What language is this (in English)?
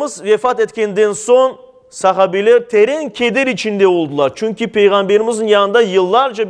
Crimean Tatar